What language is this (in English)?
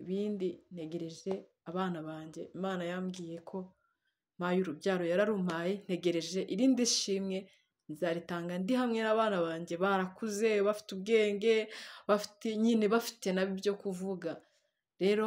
Kinyarwanda